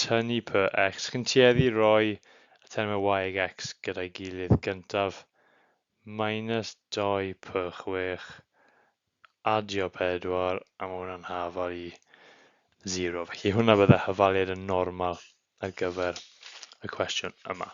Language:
Welsh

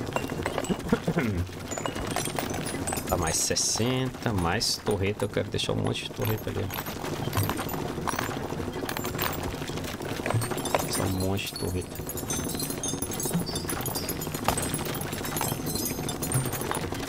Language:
Portuguese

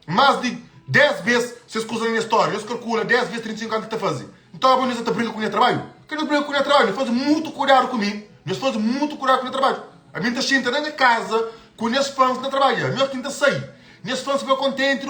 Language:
Kabuverdianu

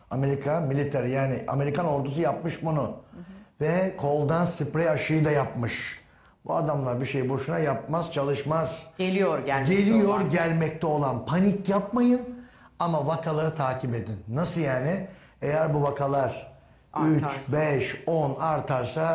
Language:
Turkish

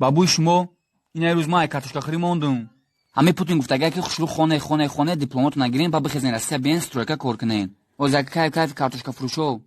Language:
Tajik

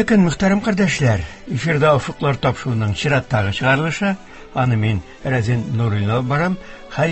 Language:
Tatar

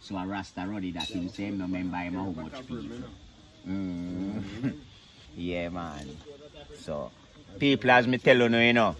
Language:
Jamaican Creole English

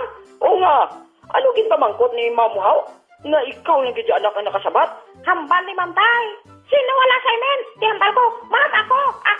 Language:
Hiligaynon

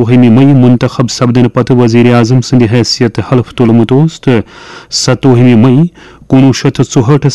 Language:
Kashmiri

